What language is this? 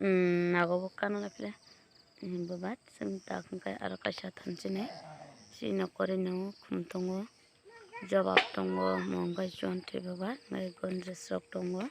Kok Borok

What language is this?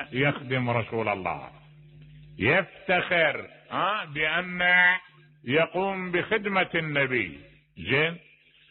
Mesopotamian Arabic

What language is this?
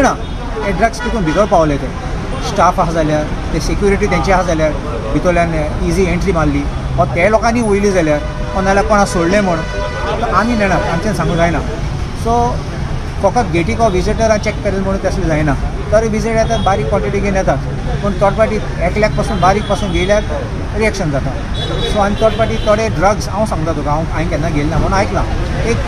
Konkani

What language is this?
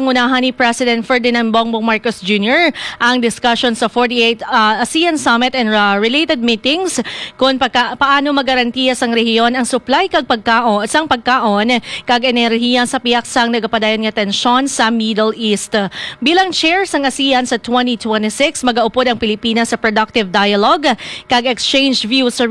Hiligaynon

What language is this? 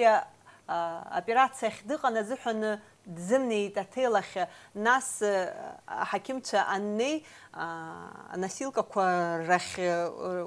Abkhazian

